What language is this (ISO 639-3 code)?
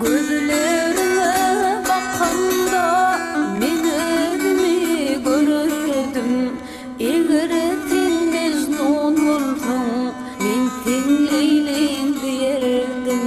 tuk